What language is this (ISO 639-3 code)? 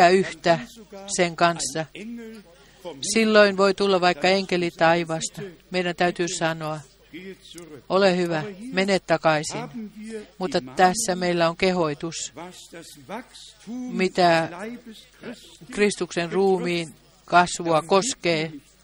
fin